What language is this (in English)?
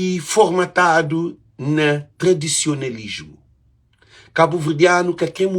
Kabuverdianu